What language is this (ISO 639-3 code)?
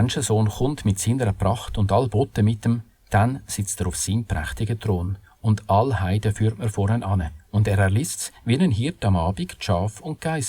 gsw